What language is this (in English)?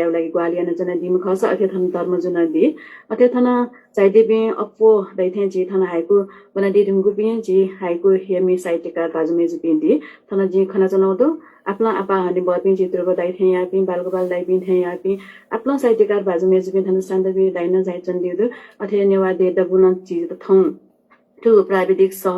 Newari